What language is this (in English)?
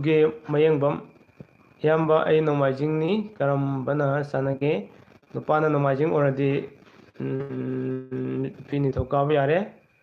Manipuri